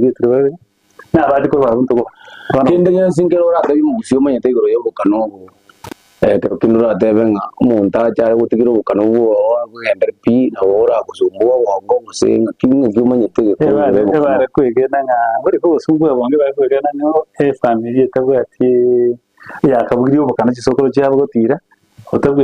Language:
Gusii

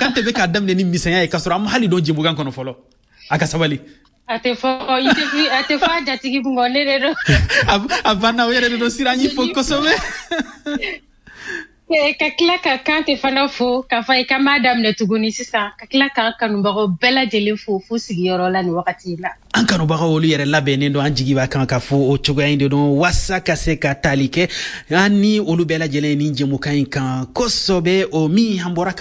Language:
Bambara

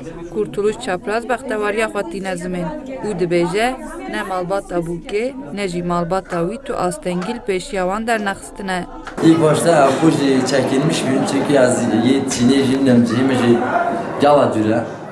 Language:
Kurdish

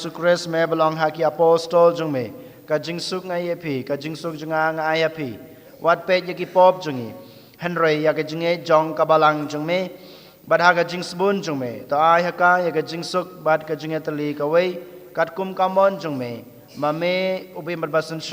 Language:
Khasi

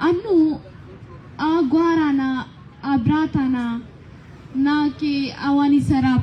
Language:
Baluchi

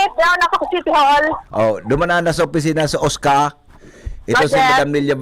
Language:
Bikol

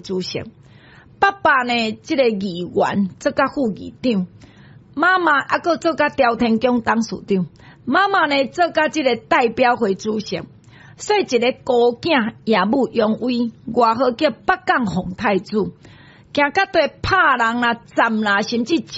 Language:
Min Nan Chinese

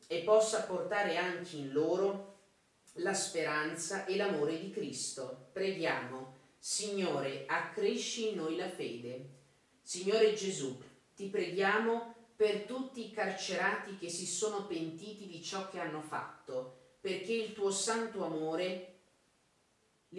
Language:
Italian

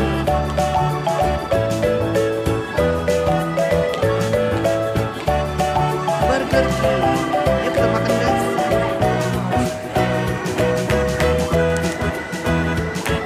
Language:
Indonesian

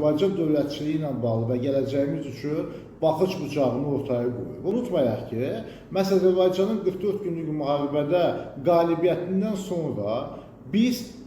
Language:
Azerbaijani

